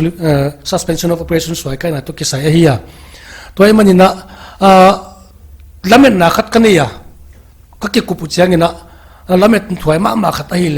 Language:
Paite Chin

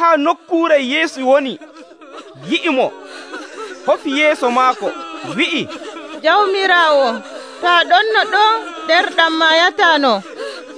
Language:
Nigerian Fulfulde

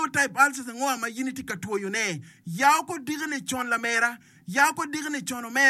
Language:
Acoli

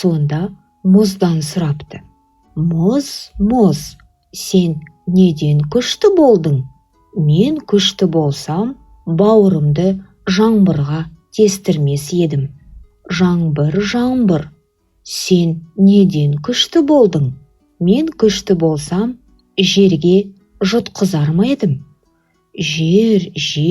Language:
Kazakh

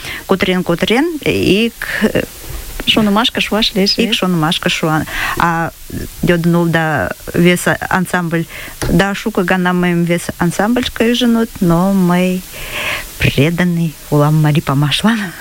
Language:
Mari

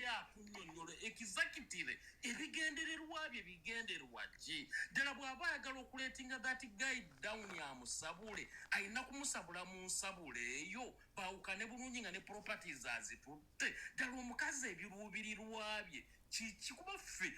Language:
Ganda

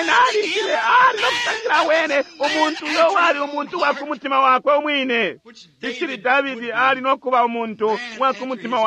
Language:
Bemba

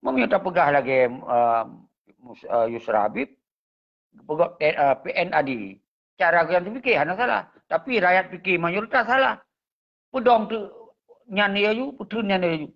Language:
Achinese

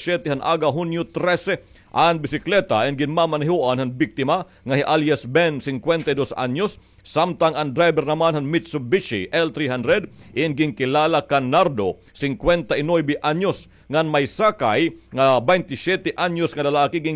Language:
Waray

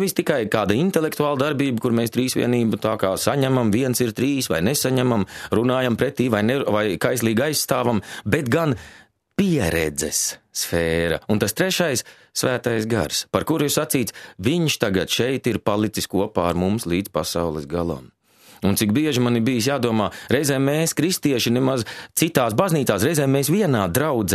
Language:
Latvian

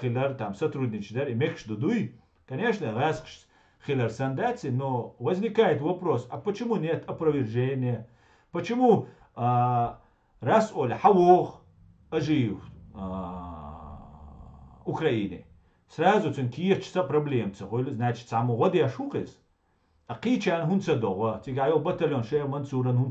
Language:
Chechen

